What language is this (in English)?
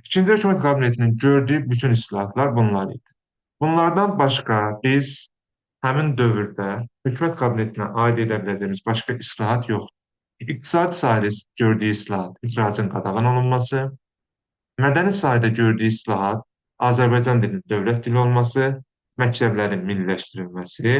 Azerbaijani